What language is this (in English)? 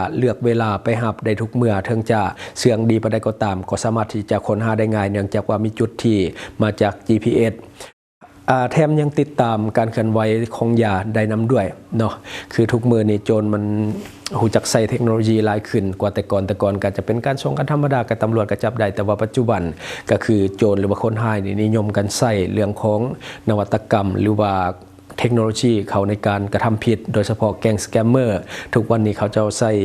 Lao